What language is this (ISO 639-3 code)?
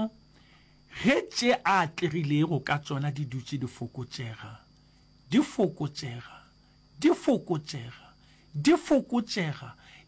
nso